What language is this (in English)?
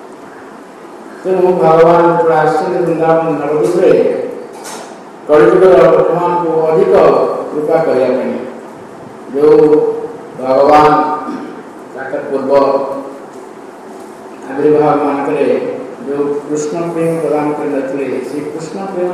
Odia